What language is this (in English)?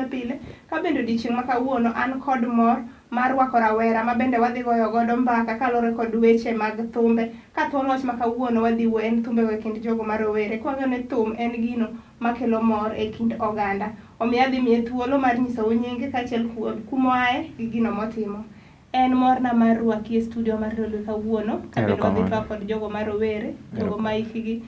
Luo (Kenya and Tanzania)